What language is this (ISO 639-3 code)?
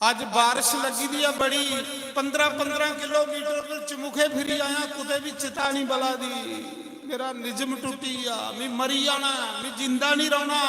doi